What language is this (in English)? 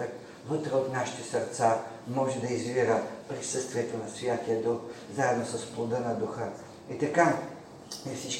Bulgarian